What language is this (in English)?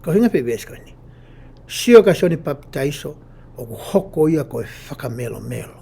Tongan